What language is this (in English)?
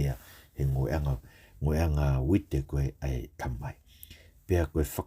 Tongan